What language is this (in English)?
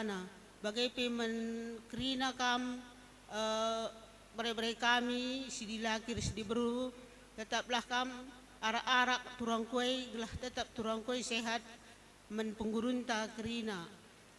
Batak Karo